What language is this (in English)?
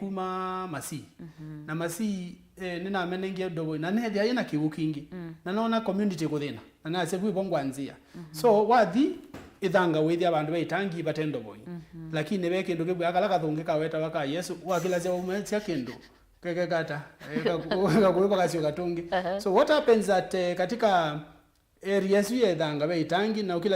Kamba